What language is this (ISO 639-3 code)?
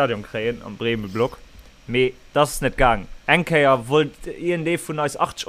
ltz